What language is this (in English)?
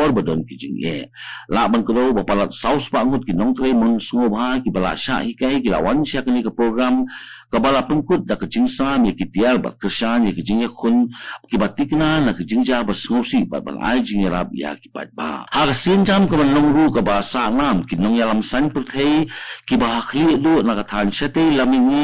Khasi